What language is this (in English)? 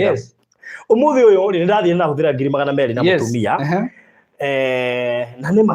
Kikuyu